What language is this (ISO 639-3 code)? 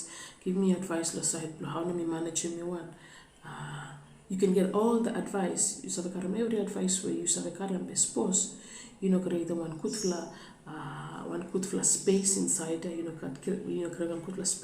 bis